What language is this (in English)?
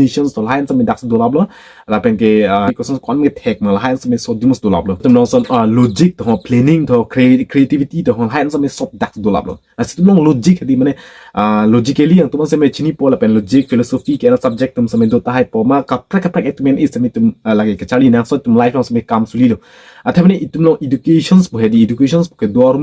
Karbi